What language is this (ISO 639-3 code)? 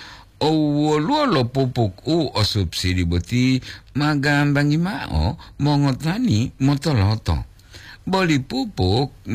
gor